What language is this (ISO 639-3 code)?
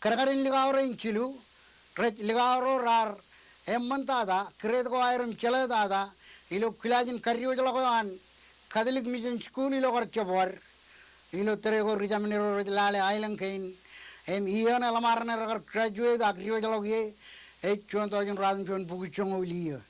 mah